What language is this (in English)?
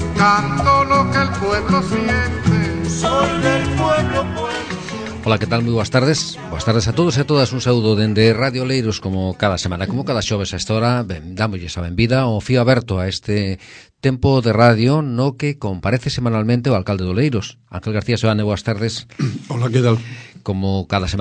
Galician